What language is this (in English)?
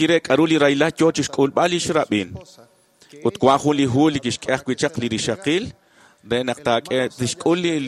Kekchí